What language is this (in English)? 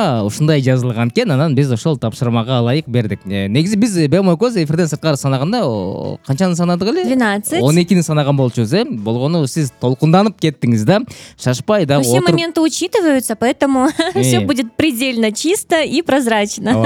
Kyrgyz